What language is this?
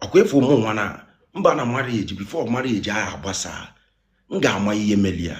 Igbo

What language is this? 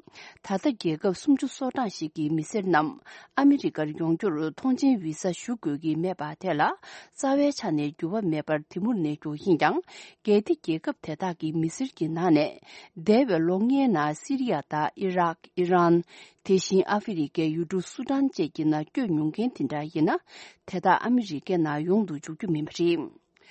Tibetan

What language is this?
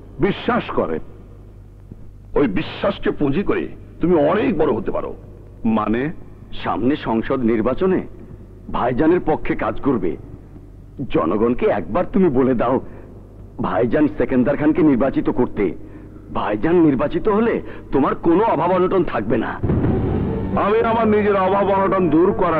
Bangla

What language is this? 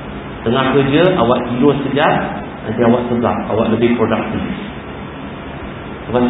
Malay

